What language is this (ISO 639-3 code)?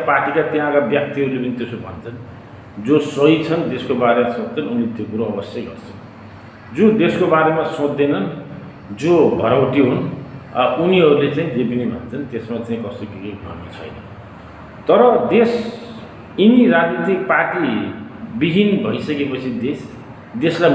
nep